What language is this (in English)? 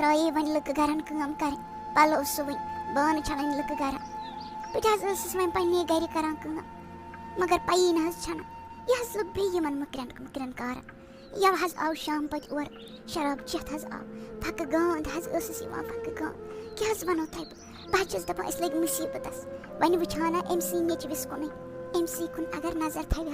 Kashmiri